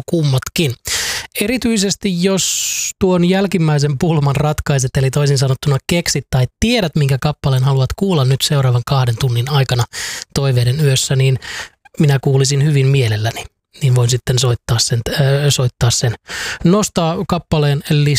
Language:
Finnish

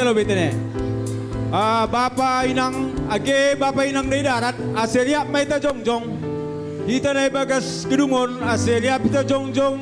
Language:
Batak Simalungun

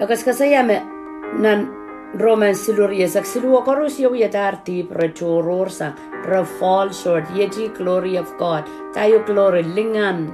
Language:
Pohnpeian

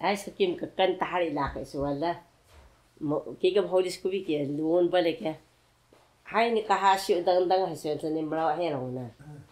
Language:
Taroko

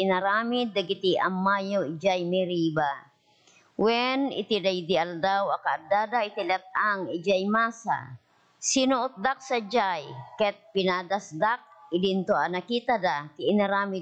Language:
Iloko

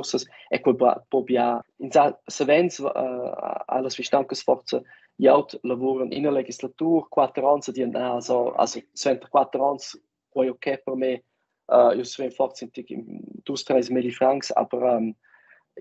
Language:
Romansh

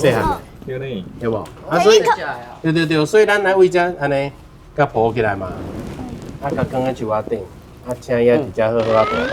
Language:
Min Nan Chinese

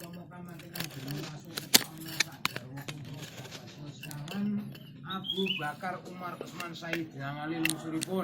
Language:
Javanese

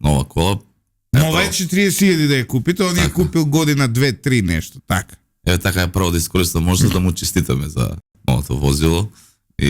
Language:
Macedonian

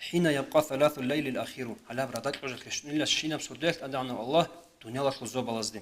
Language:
Avaric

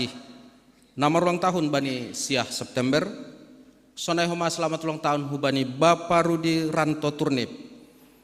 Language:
Batak Simalungun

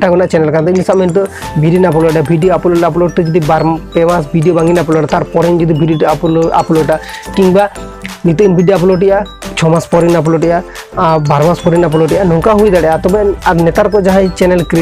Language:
Santali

